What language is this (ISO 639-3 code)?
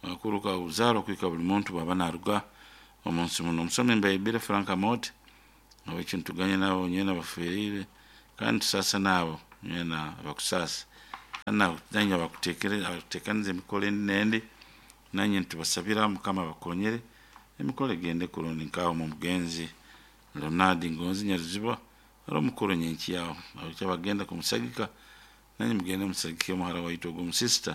nyo